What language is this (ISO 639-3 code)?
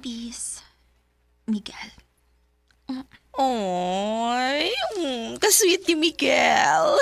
ceb